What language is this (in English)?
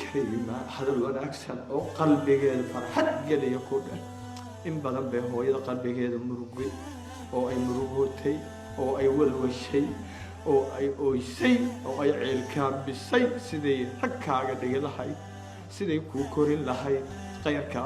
Somali